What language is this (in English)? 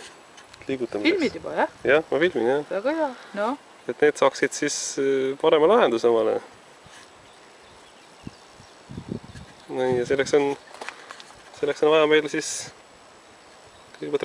Estonian